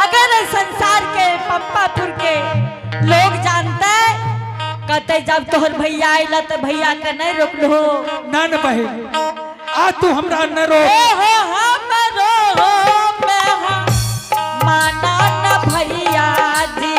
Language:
Angika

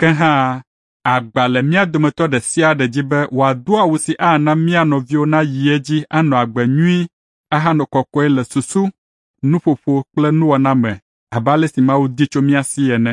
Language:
Ewe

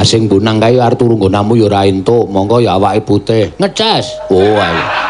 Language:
Javanese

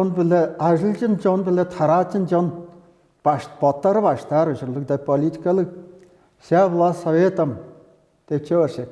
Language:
Tuvinian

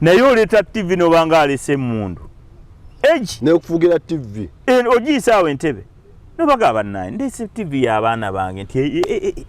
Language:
Ganda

